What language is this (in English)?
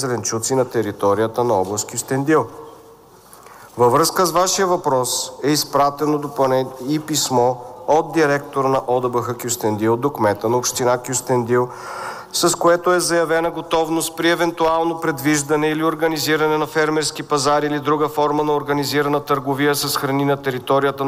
Bulgarian